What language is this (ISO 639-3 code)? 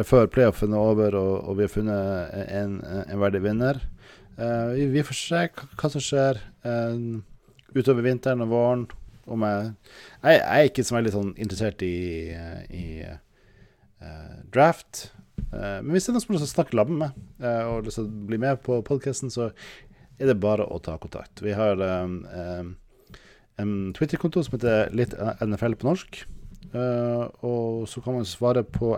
nor